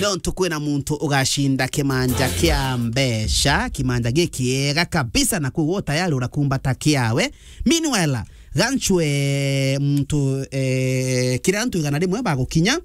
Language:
Meru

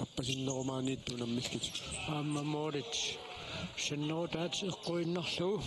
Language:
Kalaallisut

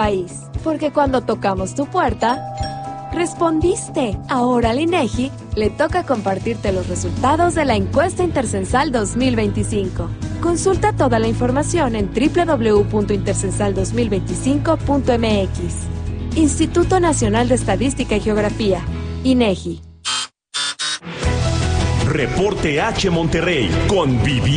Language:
Spanish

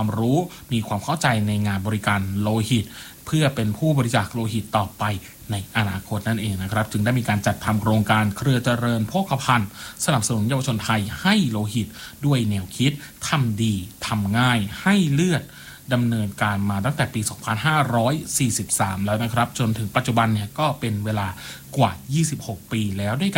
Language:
Thai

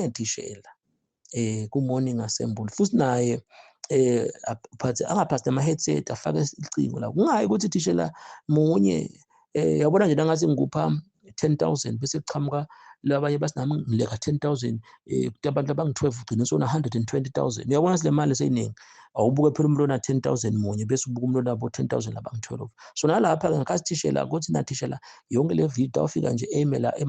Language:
Zulu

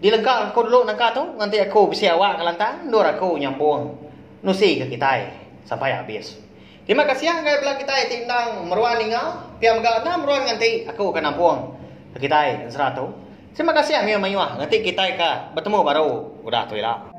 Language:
Iban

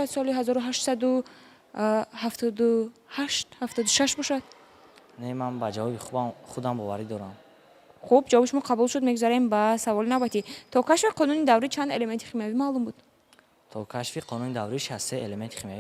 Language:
Tajik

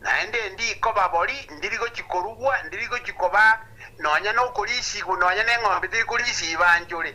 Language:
Gusii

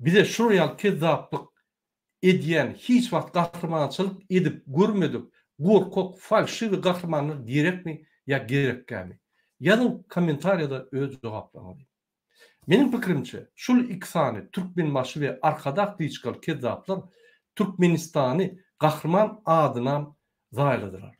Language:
Turkmen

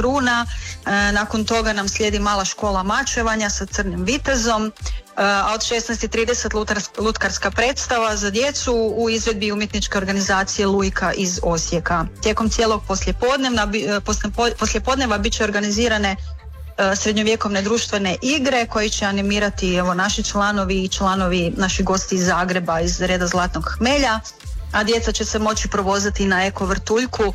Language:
Croatian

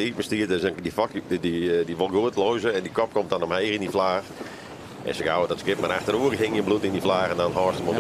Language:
Western Frisian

